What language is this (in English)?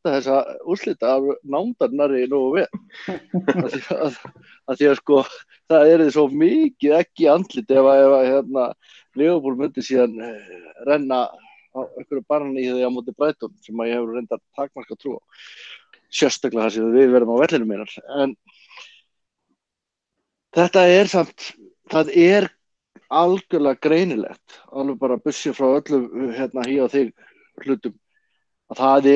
Icelandic